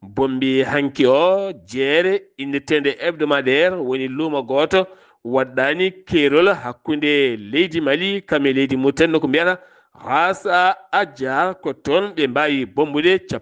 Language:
Fula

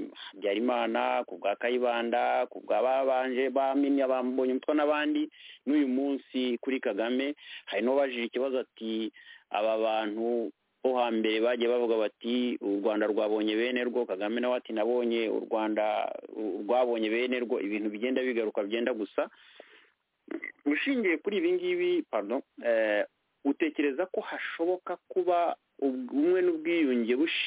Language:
Kinyarwanda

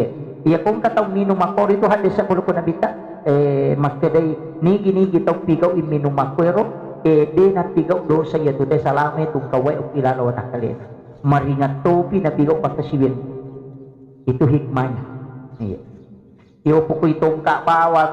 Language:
Buginese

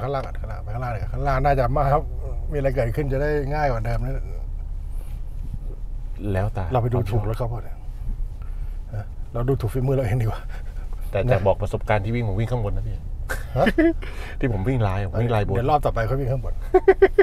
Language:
Thai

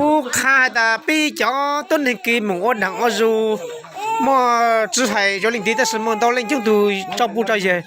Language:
Hmong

